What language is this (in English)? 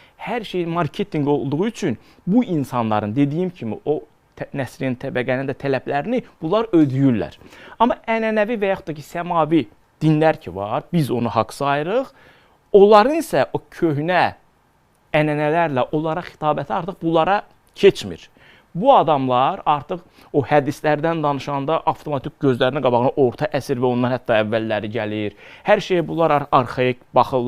Azerbaijani